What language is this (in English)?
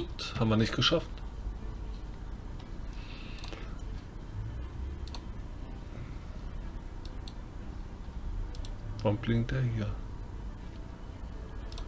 German